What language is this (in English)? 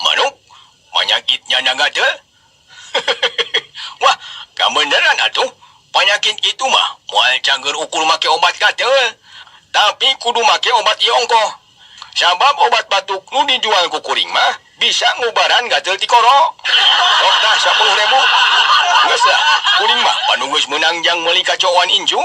Sundanese